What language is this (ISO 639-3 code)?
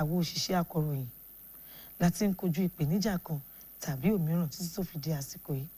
yor